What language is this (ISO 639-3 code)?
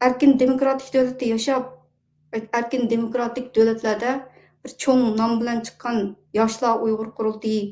uig